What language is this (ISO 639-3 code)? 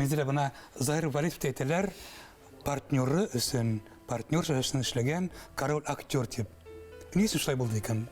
bak